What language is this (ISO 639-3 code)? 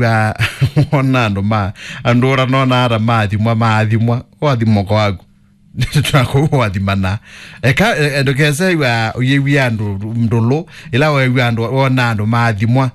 kam